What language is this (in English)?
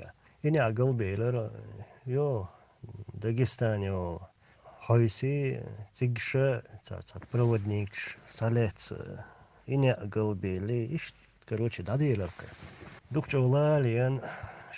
Chechen